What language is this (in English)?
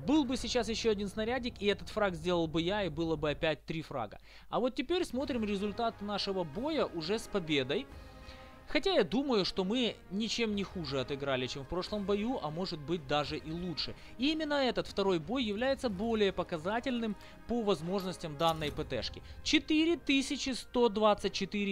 Russian